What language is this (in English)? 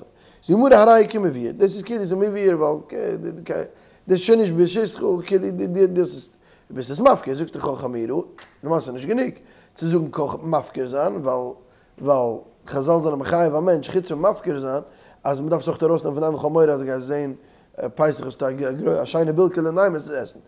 Yiddish